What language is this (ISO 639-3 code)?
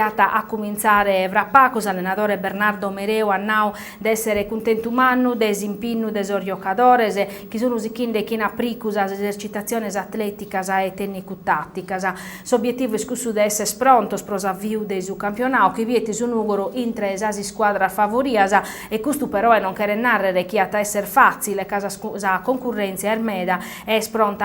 srd